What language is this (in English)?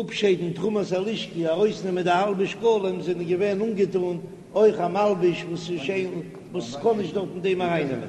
Yiddish